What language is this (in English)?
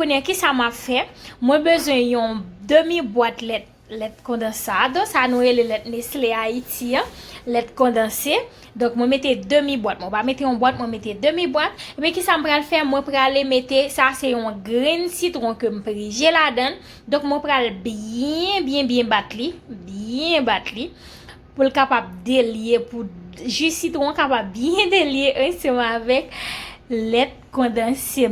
Haitian Creole